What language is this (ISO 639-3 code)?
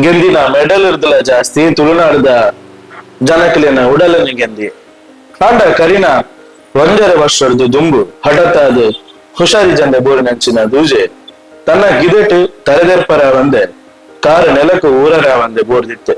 tcy